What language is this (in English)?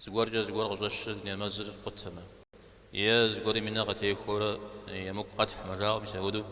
Kabardian